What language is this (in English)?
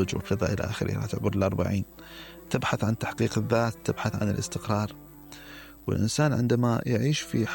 Mesopotamian Arabic